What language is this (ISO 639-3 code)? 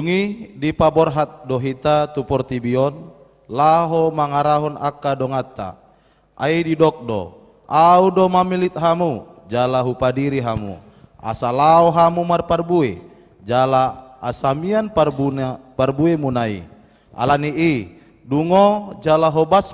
bbc